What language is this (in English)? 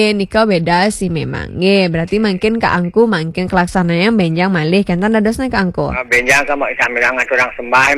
Balinese